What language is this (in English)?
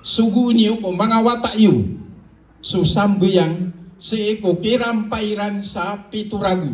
Maranao